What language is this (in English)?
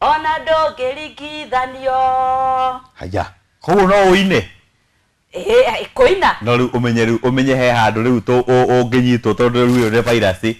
Kikuyu